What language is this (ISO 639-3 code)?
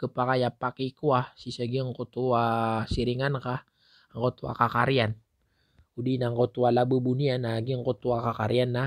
mrw